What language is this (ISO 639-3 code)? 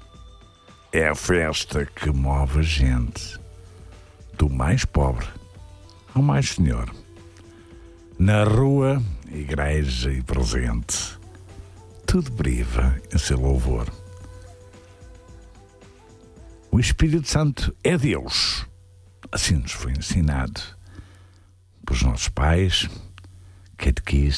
por